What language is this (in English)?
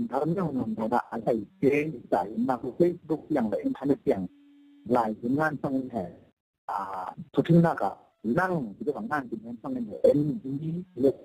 Falam Chin